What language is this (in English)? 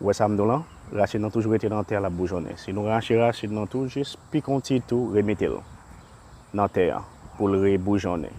Haitian Creole